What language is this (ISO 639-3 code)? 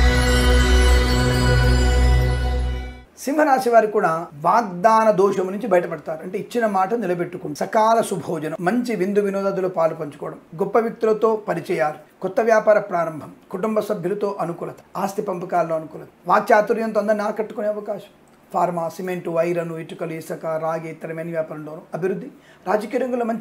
tel